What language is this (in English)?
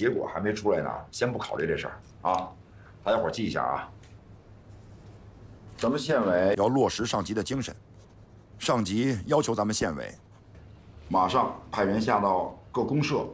Chinese